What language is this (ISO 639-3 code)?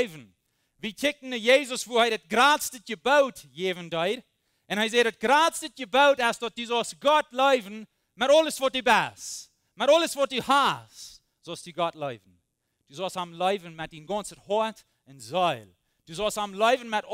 pdt